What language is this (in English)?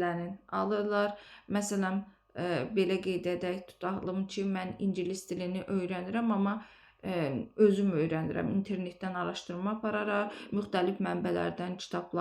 Azerbaijani